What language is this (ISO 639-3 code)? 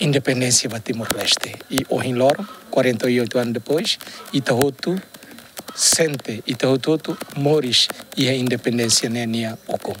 tet